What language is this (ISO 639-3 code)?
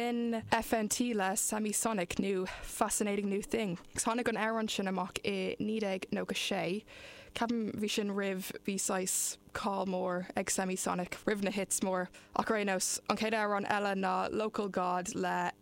gle